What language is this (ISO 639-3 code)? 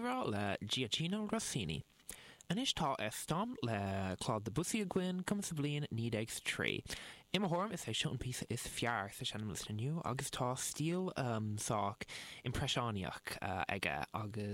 gle